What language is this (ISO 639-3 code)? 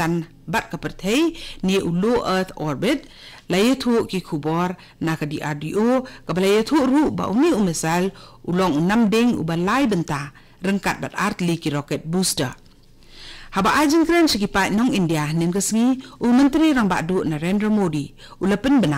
kha